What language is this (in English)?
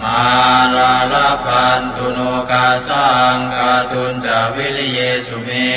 Pali